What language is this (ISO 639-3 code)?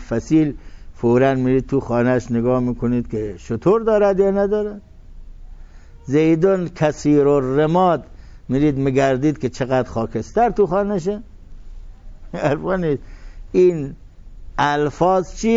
fas